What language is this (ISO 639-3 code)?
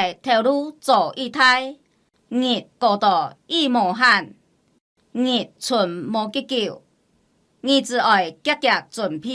hak